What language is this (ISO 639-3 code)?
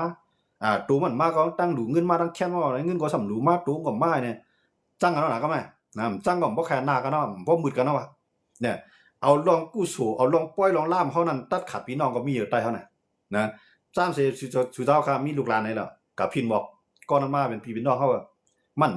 shn